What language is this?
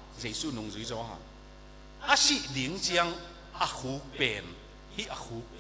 Tedim Chin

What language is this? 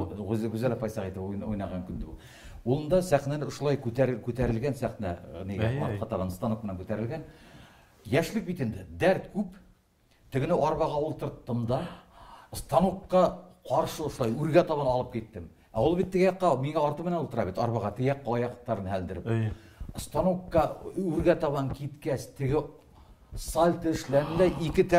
Bashkir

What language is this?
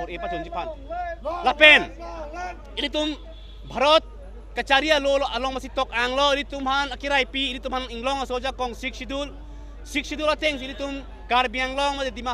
Karbi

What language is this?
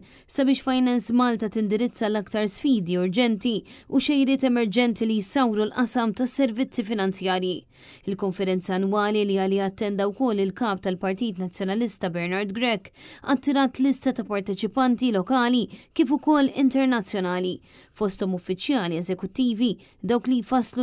Maltese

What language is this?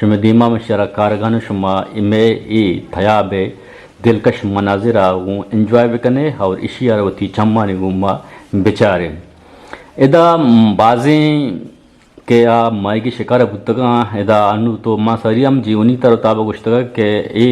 Eastern Balochi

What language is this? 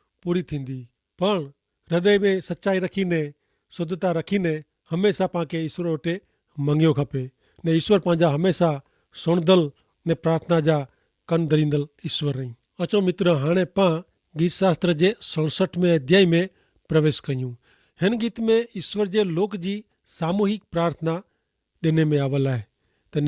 Kachhi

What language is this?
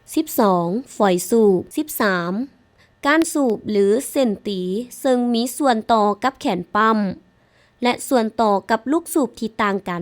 Lao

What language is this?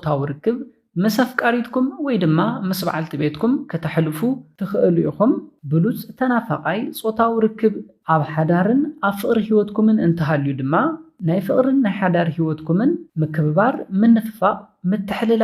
Tigrinya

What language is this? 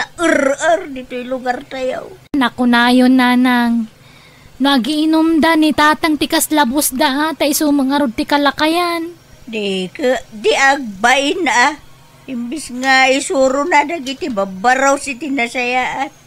Iloko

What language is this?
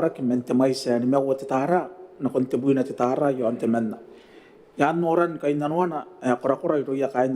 Gilbertese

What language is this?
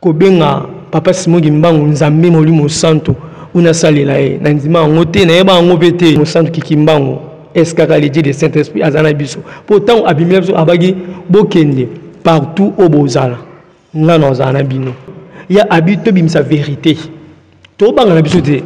Lingala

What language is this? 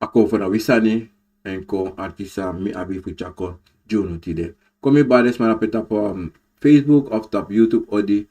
Sranan Tongo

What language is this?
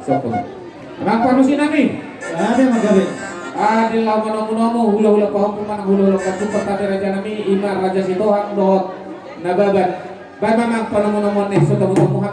Batak Toba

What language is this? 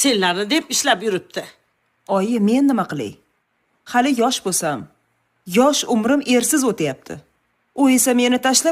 Uzbek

